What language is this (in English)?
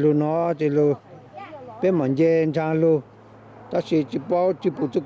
Hmong